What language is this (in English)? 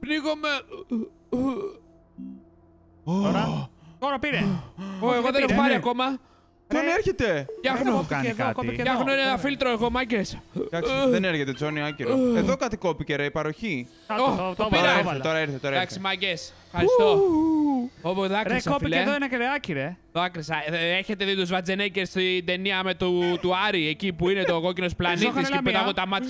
Greek